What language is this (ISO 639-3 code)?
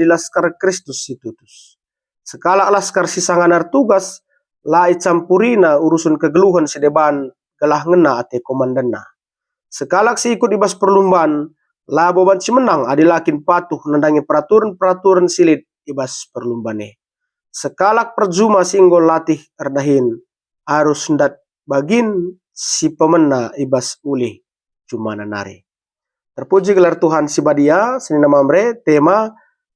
btx